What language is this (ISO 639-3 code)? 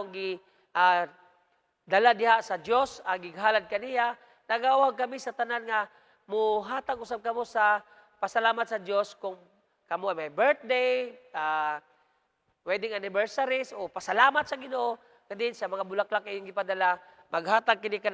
ceb